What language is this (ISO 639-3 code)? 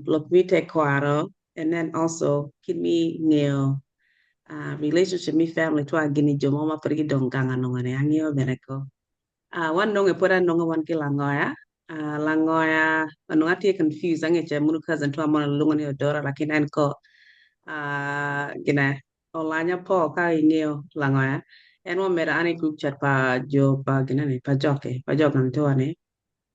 ach